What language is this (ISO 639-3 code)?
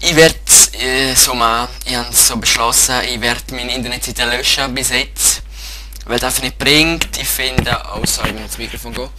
gsw